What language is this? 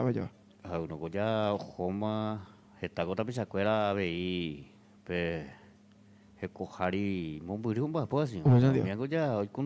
Guarani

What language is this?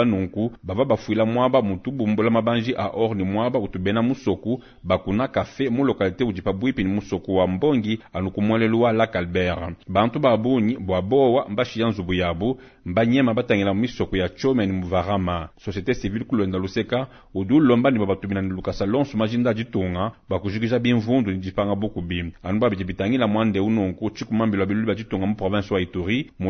Luba-Lulua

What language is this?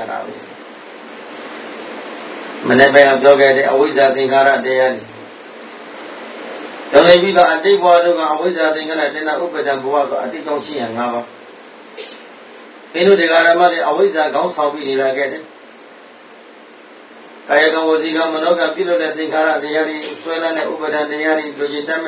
Burmese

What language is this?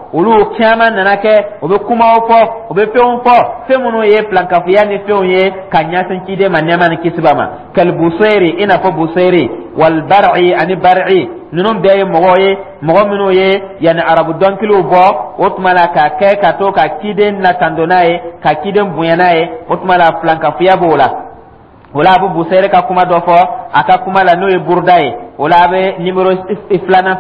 Dyula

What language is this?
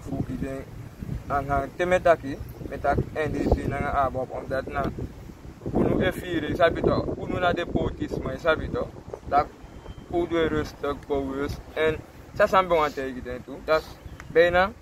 Sranan Tongo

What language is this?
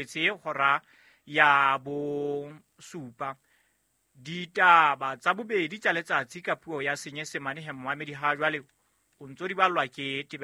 Southern Sotho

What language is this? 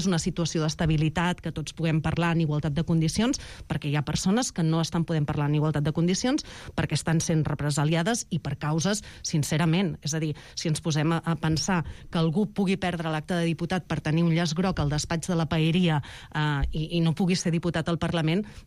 Catalan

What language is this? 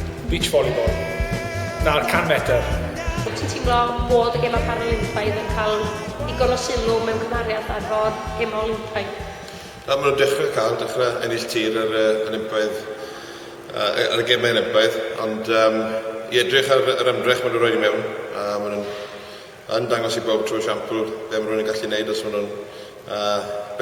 Welsh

